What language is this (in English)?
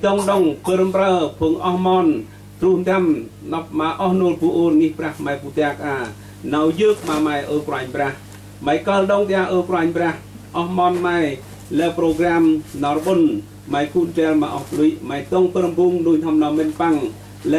Central Mnong